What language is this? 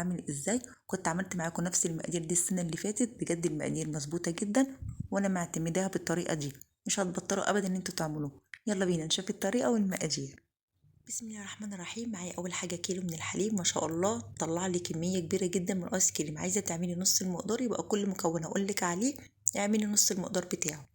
Egyptian Arabic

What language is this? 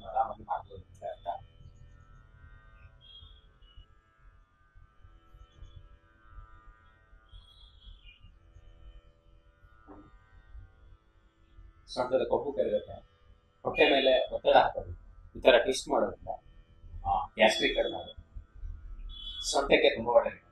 Kannada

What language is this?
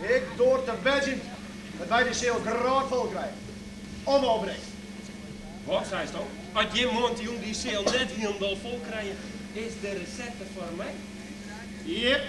Western Frisian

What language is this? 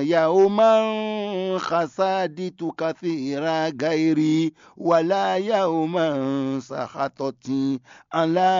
Fon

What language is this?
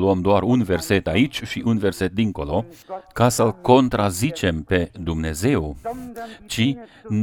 Romanian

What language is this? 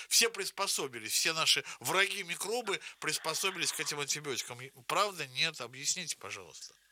Russian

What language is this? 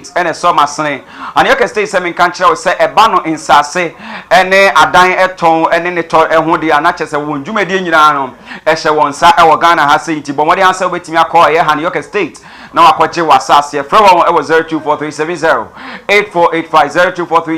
Akan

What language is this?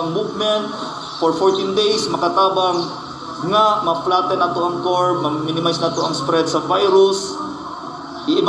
Cebuano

